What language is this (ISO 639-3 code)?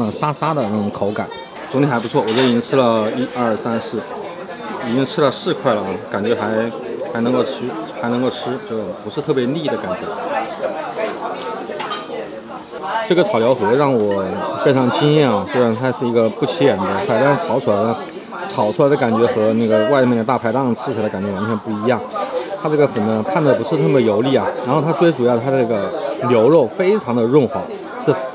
zho